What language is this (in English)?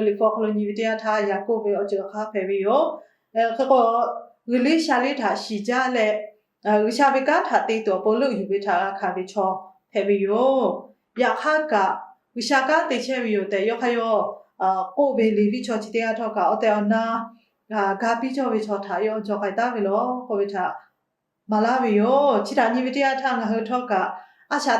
Lahu